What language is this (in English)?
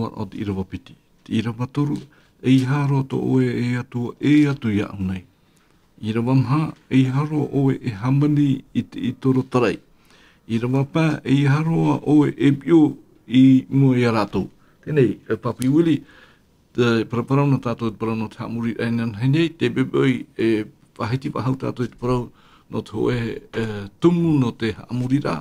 Tahitian